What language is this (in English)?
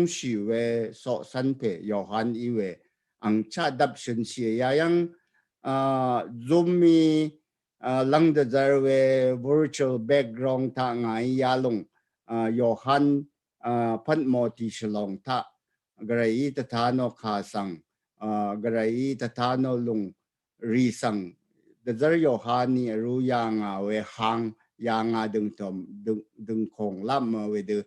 Rawang